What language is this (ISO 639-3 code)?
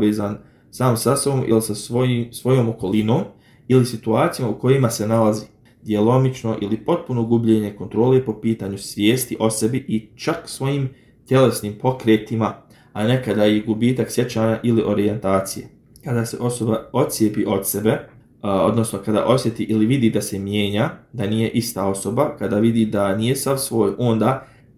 bos